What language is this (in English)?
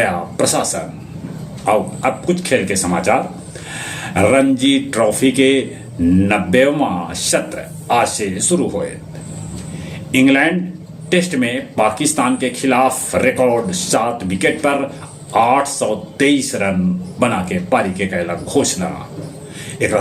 Magahi